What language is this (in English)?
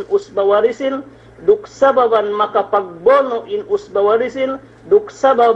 Yakan